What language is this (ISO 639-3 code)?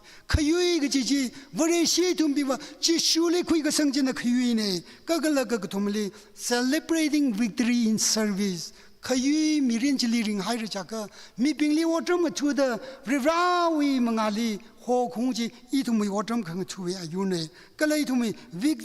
nmf